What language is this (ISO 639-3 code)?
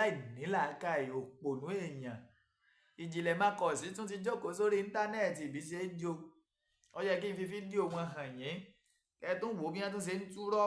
yor